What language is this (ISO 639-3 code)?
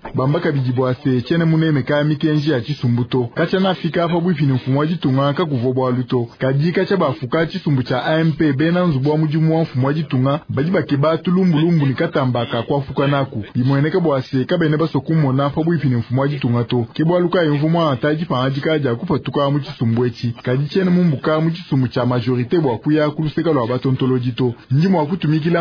lua